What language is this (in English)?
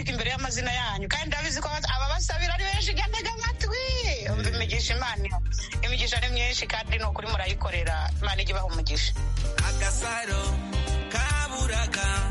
Kinyarwanda